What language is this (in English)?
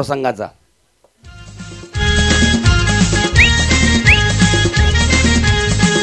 Marathi